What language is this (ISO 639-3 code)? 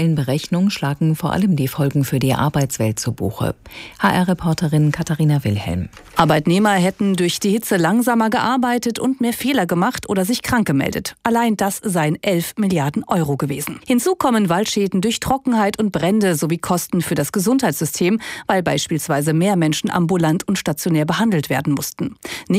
deu